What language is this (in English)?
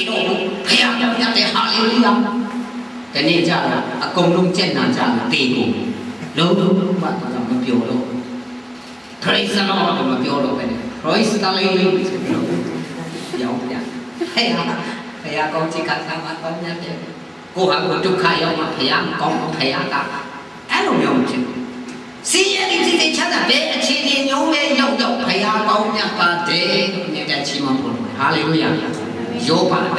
Burmese